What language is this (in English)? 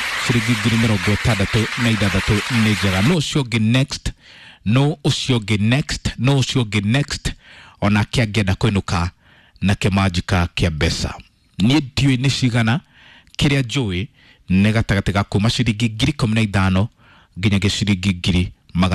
Kikuyu